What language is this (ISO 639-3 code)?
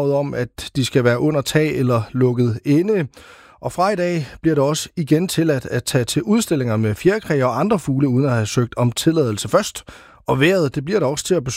dan